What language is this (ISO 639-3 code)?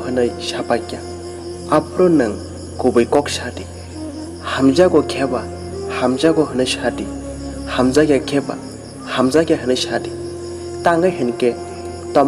trp